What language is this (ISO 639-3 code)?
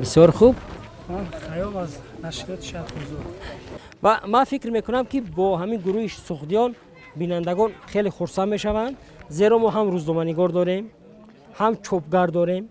tgk